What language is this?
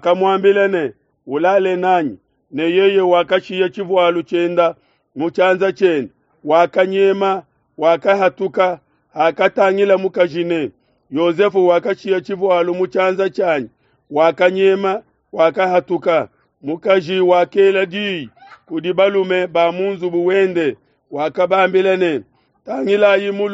Luba-Lulua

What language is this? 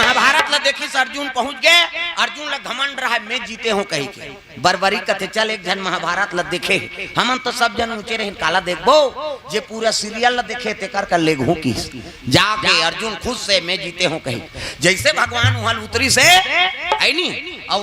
Chhattisgarhi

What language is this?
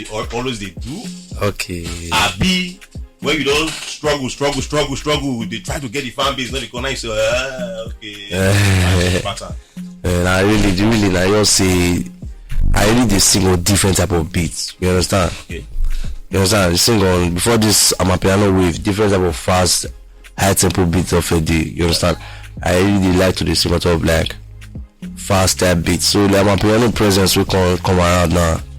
Nigerian Pidgin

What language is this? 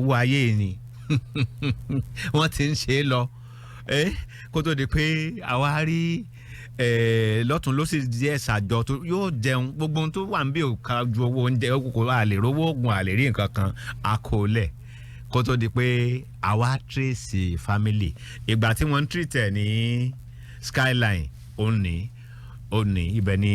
Yoruba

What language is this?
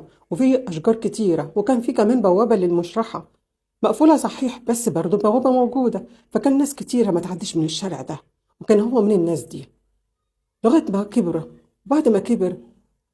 Egyptian Arabic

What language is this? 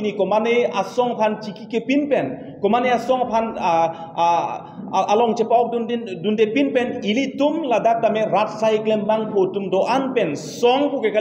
Karbi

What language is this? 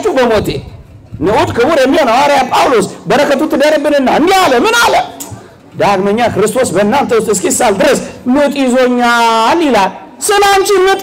Amharic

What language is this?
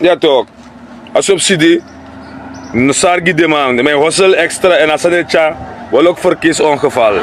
Sranan Tongo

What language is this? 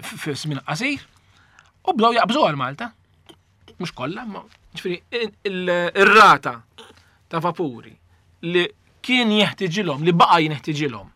Maltese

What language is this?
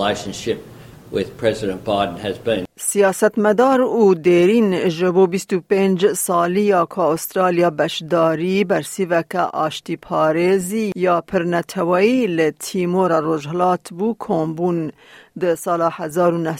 Kurdish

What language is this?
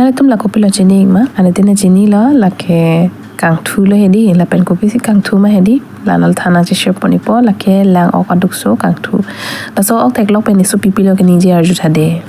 Karbi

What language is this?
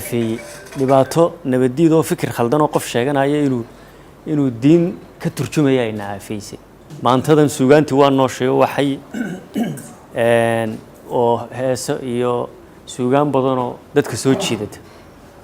Somali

